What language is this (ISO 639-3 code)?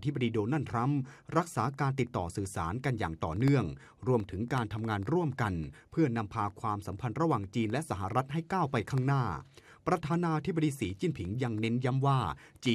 tha